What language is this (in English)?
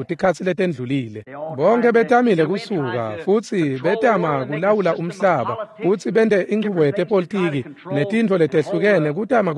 Swati